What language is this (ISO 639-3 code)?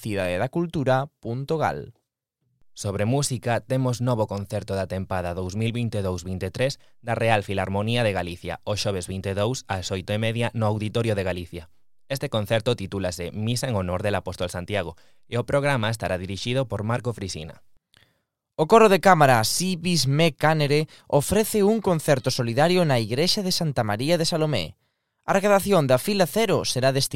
glg